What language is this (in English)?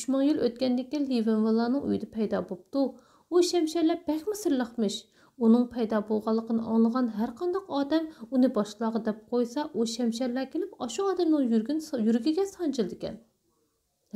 Uyghur